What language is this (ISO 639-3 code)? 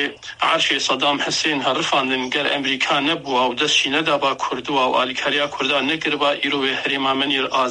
kur